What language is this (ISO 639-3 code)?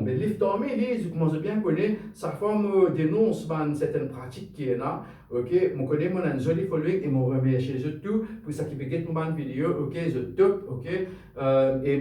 mfe